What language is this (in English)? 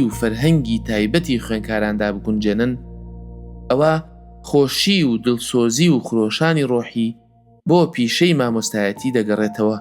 Central Kurdish